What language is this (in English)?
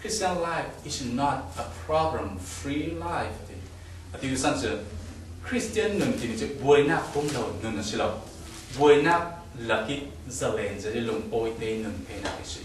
Falam Chin